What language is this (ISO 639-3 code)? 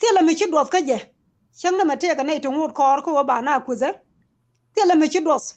nus